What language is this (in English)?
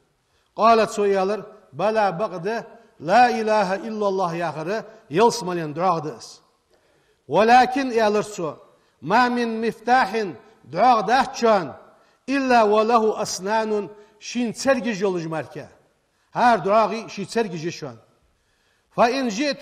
Ingush